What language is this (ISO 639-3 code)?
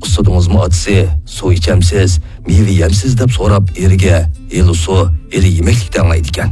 uig